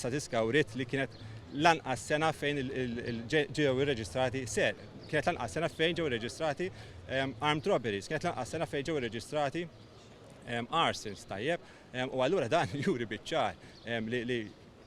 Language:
Maltese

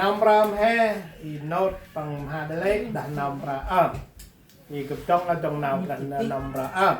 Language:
Central Mnong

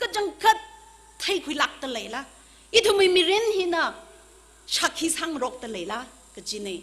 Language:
Tangkhul Naga (India)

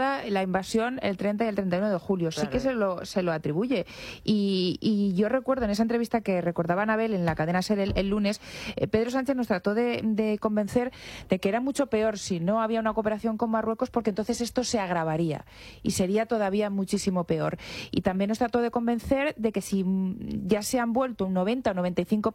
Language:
Spanish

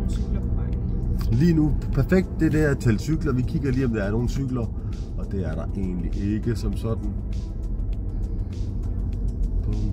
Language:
Danish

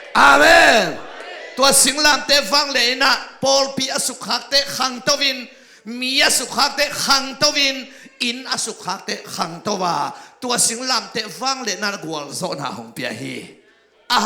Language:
Tedim Chin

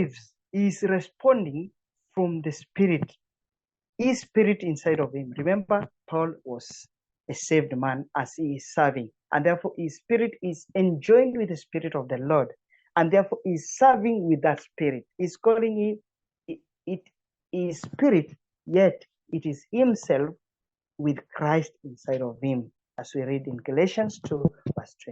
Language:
English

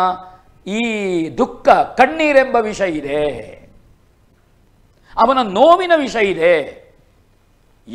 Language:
Kannada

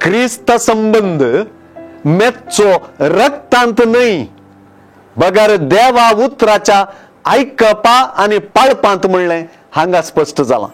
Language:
Konkani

